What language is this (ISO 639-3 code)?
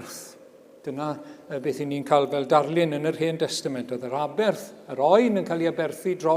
cym